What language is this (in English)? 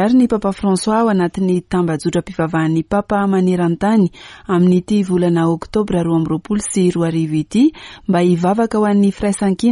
Malagasy